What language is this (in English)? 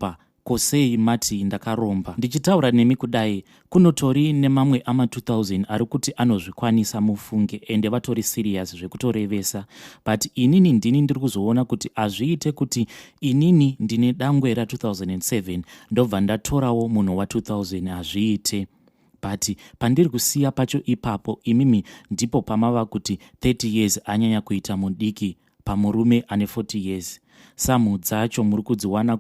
Shona